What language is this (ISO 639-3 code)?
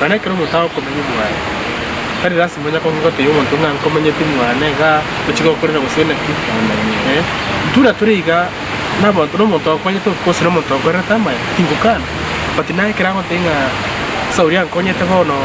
guz